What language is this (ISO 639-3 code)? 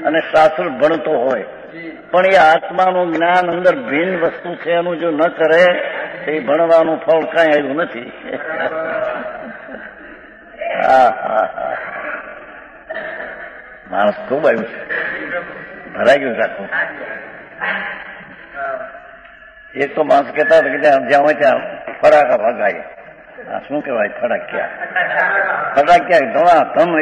guj